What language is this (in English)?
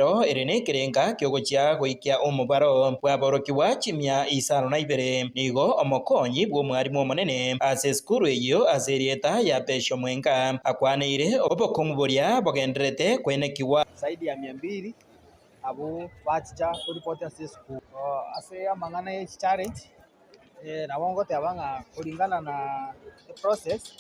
Gusii